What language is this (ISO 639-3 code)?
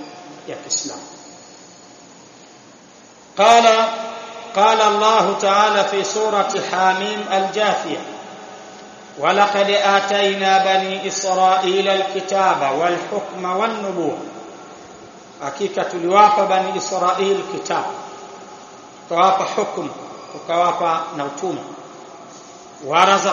swa